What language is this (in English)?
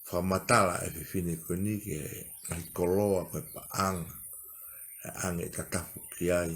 Tongan